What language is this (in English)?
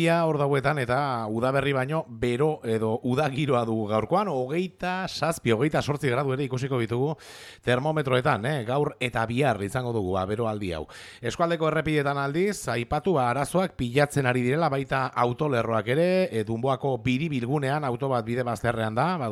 Basque